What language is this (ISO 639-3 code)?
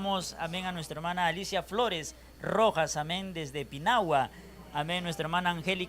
quy